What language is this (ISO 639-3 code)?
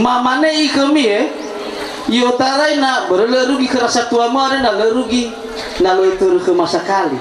nia